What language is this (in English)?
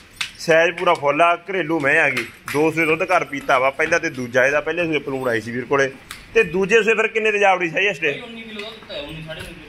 Punjabi